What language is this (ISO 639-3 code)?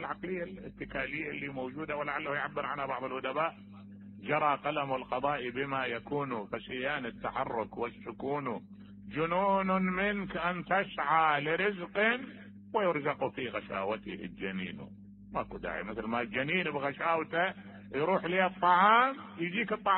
acm